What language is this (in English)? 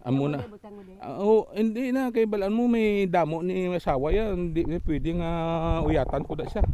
Hiligaynon